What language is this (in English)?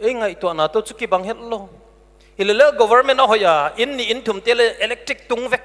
Paite Chin